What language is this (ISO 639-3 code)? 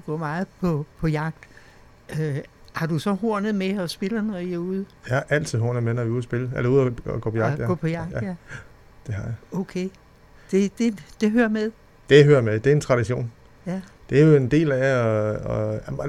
dan